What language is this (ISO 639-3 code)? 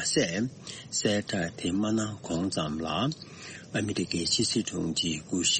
bod